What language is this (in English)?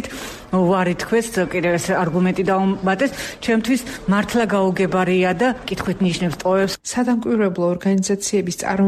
Georgian